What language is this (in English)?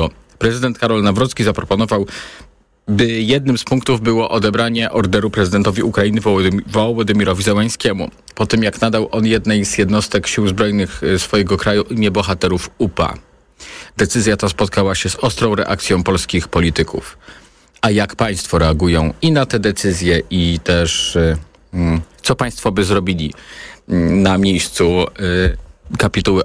Polish